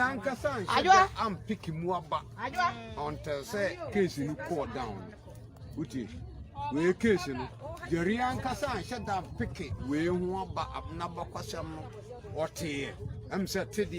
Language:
Akan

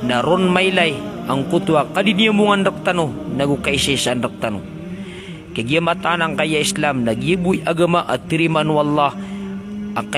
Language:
Maranao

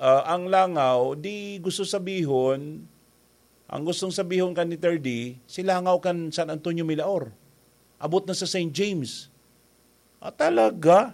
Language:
Bikol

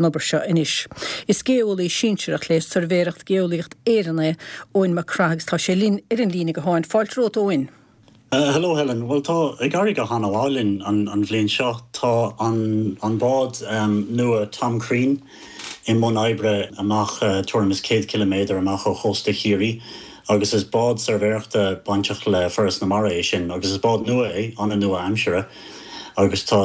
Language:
Irish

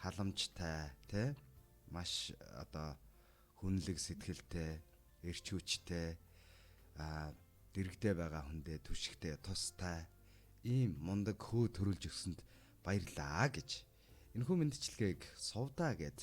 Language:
Mongolian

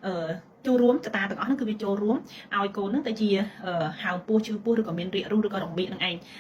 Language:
Khmer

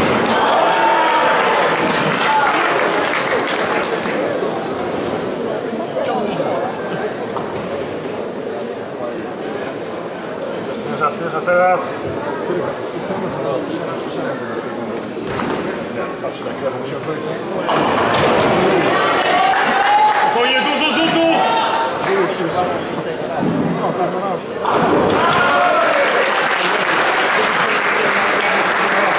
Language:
Polish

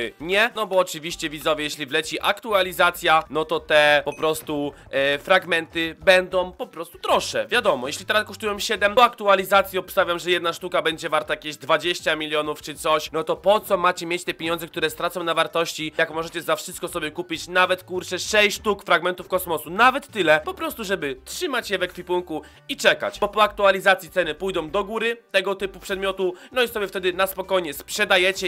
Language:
Polish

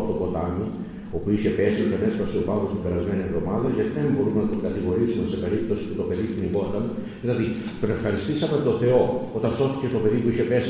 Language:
Greek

